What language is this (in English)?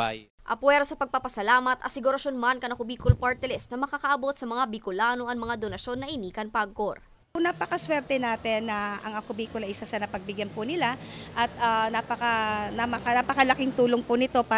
Bikol